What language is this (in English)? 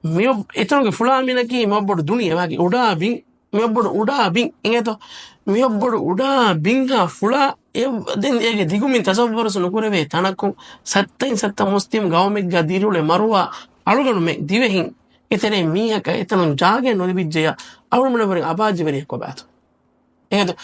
Divehi